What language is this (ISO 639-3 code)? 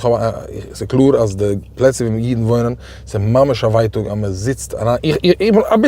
yid